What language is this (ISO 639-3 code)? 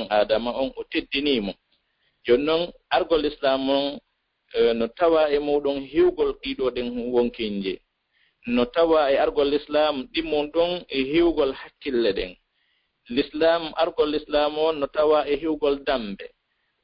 ful